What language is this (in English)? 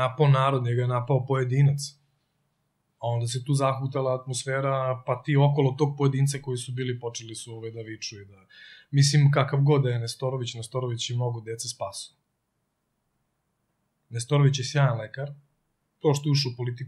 Serbian